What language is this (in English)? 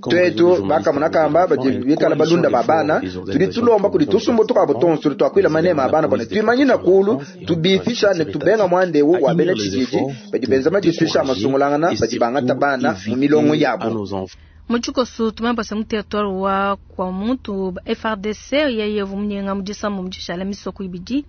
Luba-Lulua